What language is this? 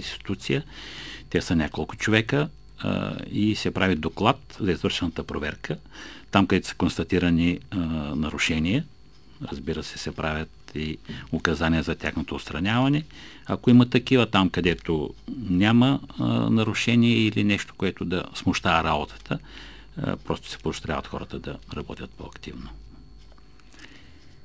Bulgarian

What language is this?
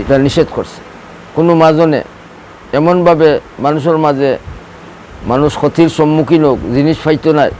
Sylheti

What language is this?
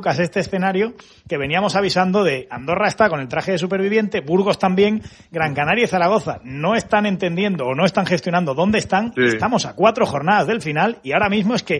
Spanish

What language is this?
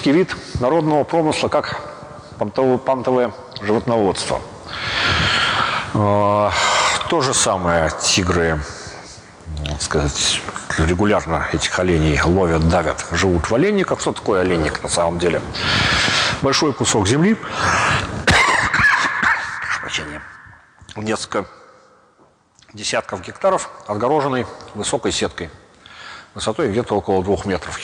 Russian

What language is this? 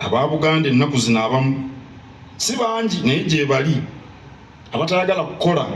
Ganda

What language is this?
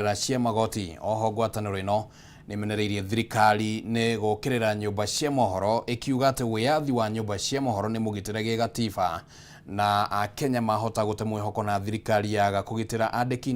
Kikuyu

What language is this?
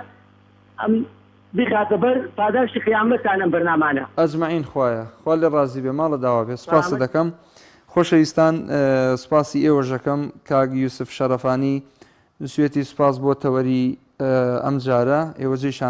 Central Kurdish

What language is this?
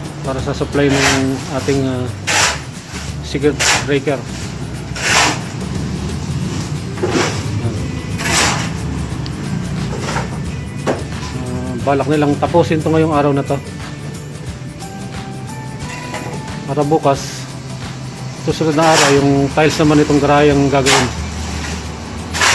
Filipino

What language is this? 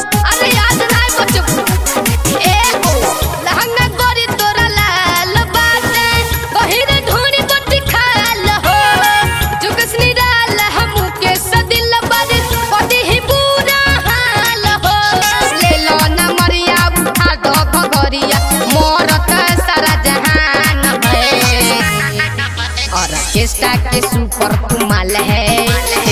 Bhojpuri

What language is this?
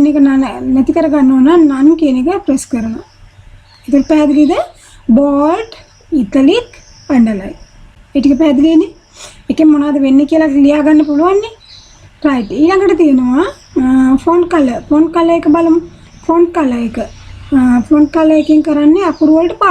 Sinhala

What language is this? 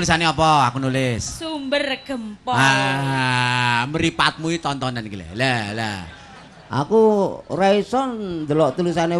Javanese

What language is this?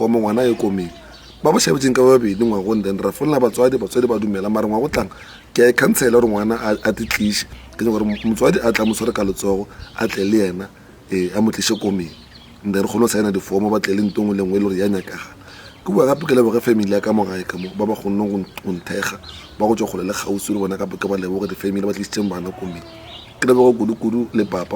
Northern Sotho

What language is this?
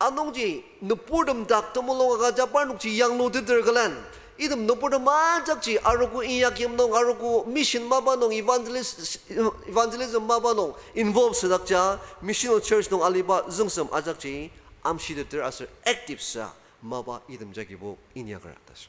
Ao Naga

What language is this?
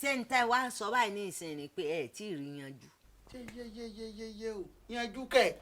Yoruba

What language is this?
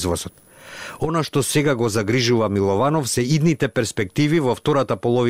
Macedonian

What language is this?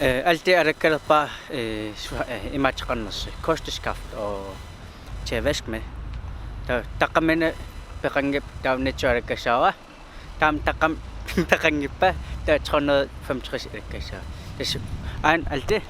Kalaallisut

